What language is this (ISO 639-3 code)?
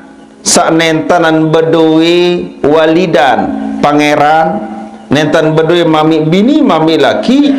sas